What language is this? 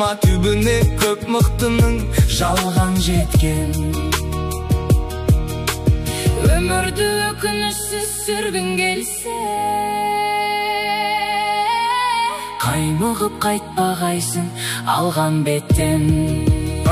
Kazakh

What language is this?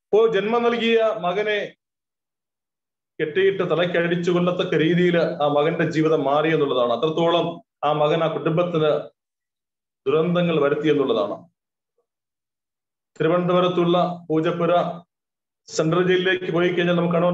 Malayalam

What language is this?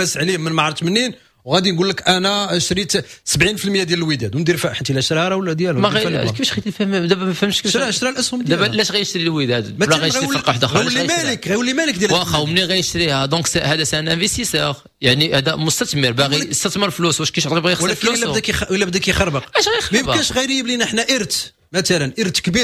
Moroccan Arabic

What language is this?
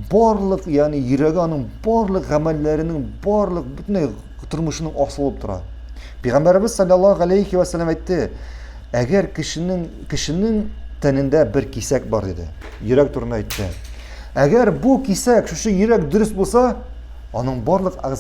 Tatar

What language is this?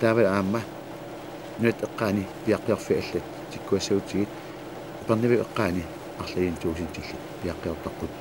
Kalaallisut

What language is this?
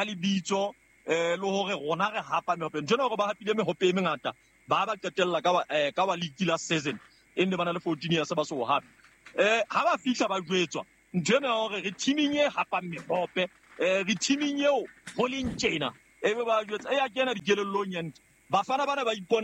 Southern Sotho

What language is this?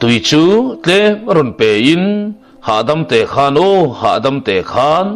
Mizo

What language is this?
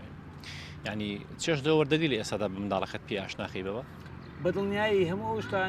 Central Kurdish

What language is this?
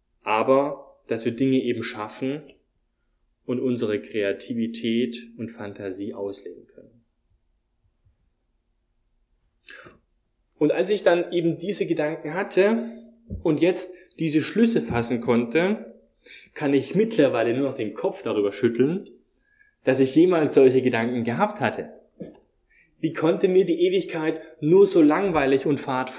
German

